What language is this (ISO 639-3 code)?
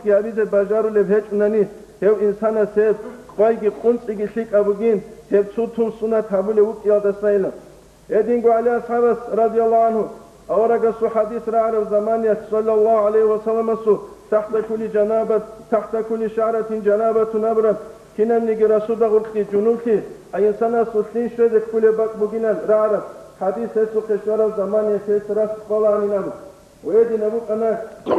ava